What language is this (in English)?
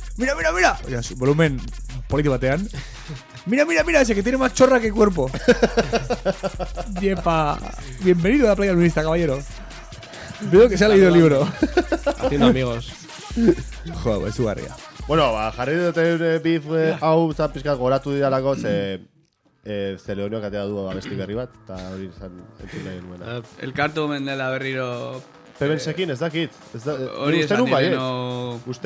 Basque